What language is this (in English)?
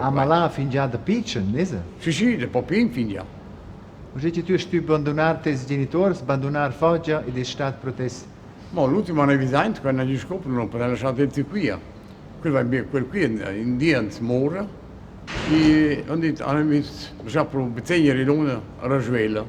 Romansh